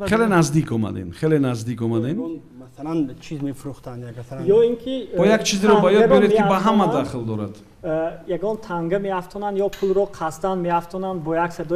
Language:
Tajik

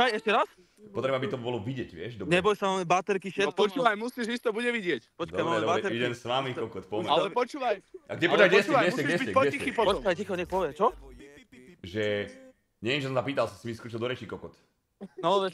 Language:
Slovak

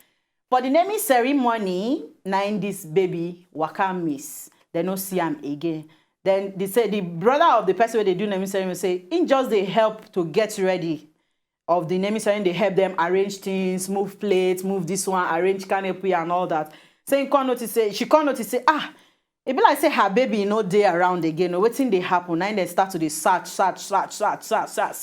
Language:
Nigerian Pidgin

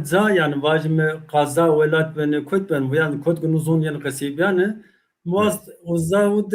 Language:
Zaza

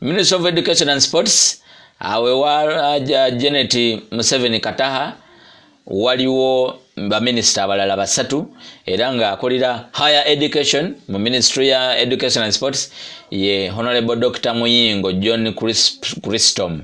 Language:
Ganda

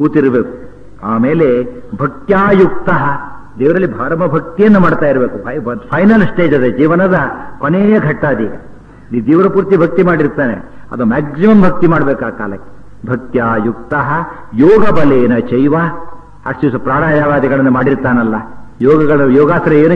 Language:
Kannada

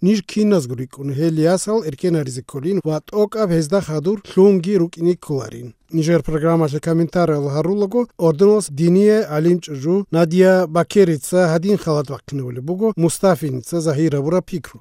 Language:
Avaric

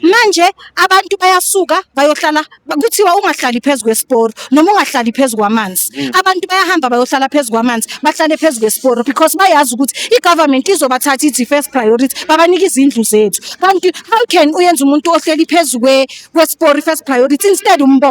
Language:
Zulu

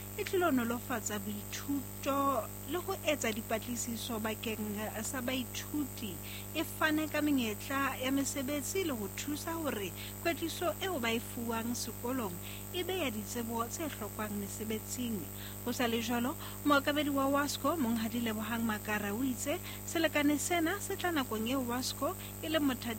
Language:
Southern Sotho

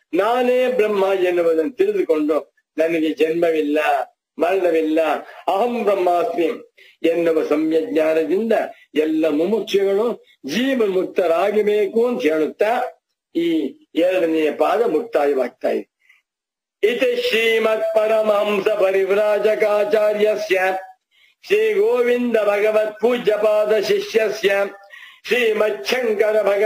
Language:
Kannada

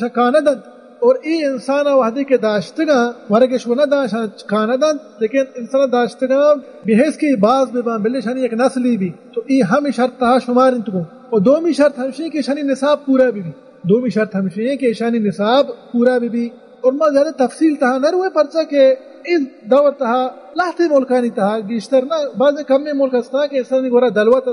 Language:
Baluchi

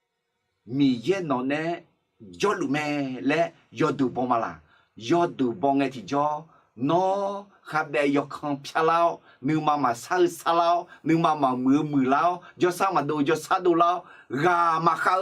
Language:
Akha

